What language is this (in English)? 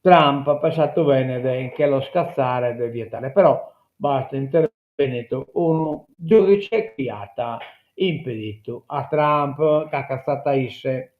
Sardinian